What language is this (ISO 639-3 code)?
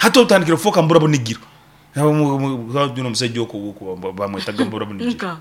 nyn